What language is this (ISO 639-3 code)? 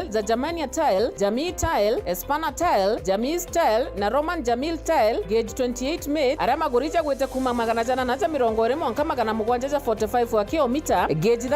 mer